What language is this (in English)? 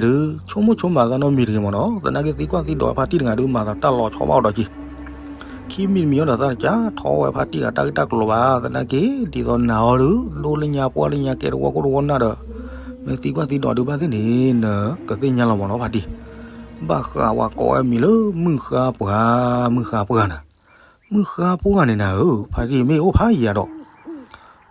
S'gaw Karen